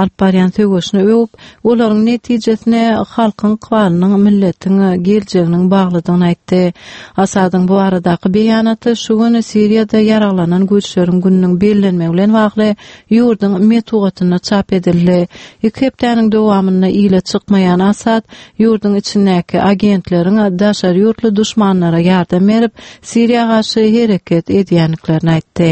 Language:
Turkmen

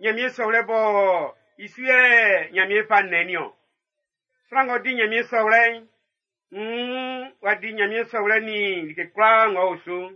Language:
Baoulé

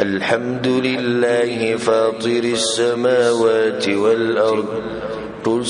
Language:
Pashto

